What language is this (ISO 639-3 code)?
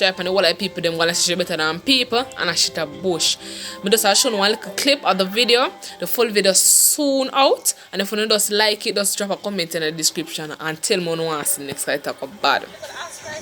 jam